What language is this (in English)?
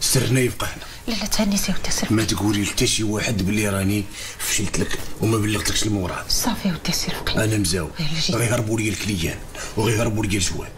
Moroccan Arabic